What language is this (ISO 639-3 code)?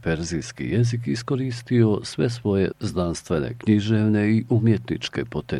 bos